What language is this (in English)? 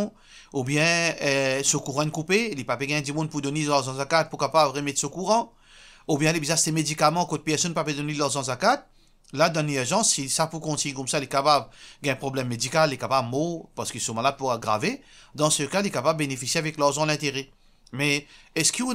Morisyen